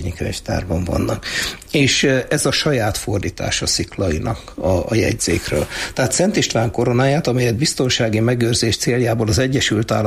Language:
Hungarian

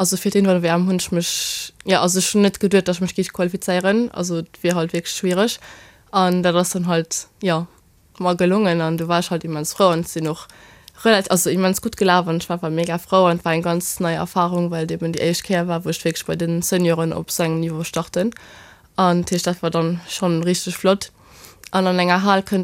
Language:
Luxembourgish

